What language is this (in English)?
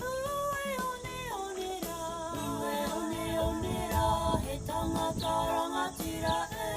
Māori